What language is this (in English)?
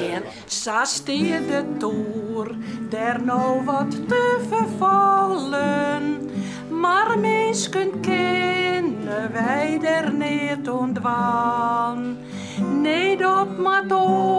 Western Frisian